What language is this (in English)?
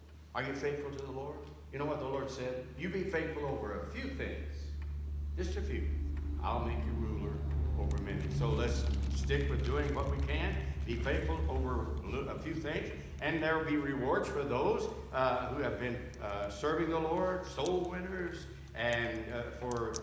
English